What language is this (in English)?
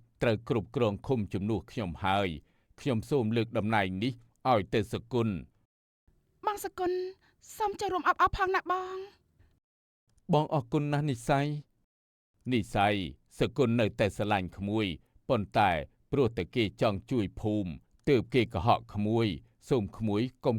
Khmer